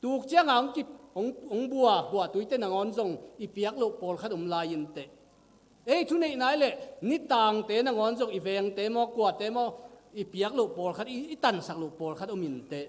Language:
Tedim Chin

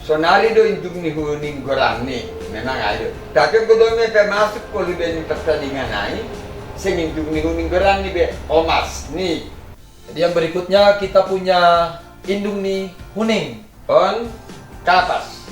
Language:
Batak Simalungun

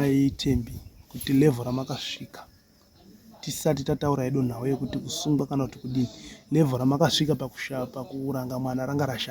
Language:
Shona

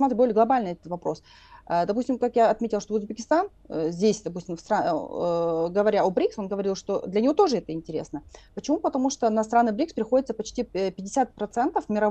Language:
Russian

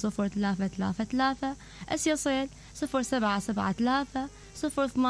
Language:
Mesopotamian Arabic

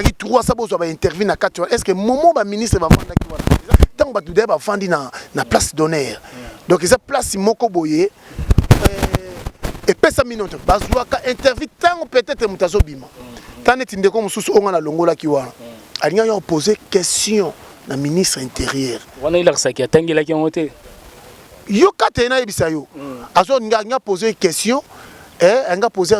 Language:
Lingala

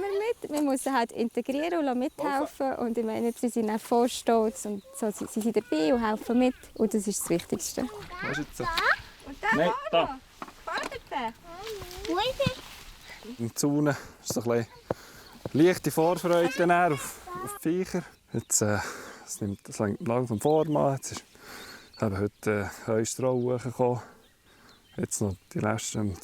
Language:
Swiss German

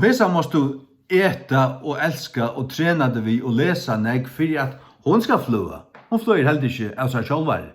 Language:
Faroese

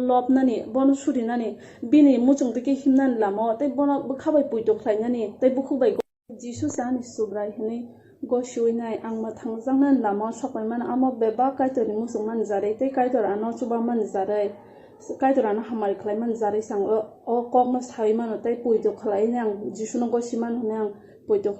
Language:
Kok Borok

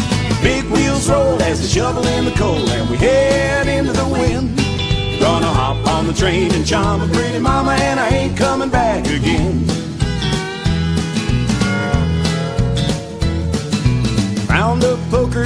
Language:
English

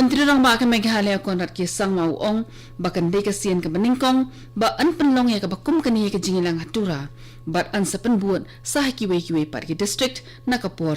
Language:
Khasi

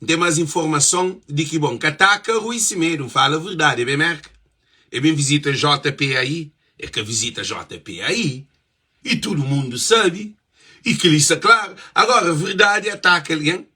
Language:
Kabuverdianu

